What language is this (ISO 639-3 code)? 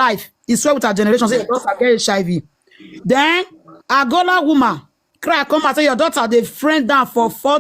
pcm